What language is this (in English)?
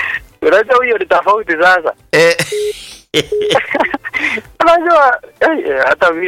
Swahili